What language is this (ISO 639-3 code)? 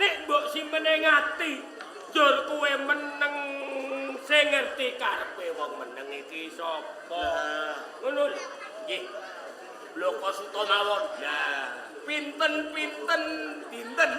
jav